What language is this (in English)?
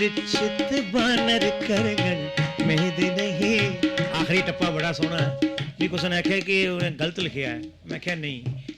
Dogri